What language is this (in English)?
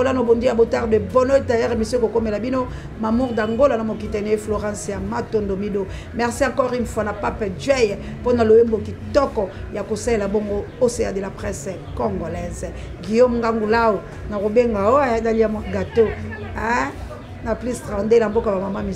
Lingala